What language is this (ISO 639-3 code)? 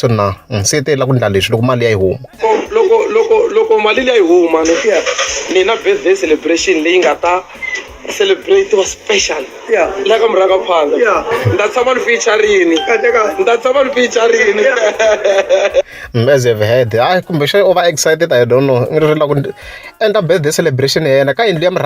tso